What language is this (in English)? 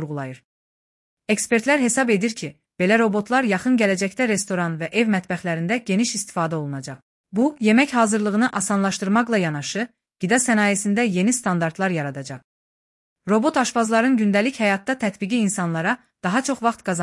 Azerbaijani